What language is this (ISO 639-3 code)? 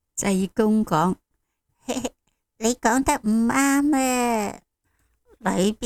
yue